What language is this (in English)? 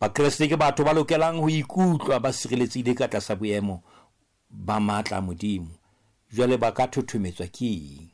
Southern Sotho